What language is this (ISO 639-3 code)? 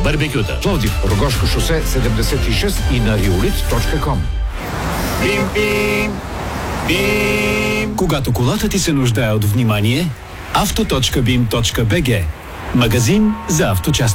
bul